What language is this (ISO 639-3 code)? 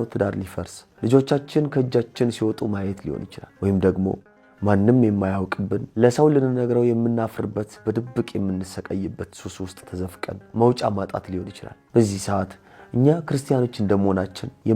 amh